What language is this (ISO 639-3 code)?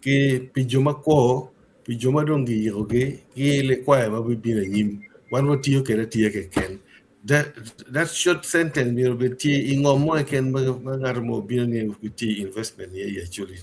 ach